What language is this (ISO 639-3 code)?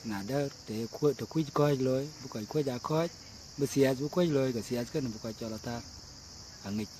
din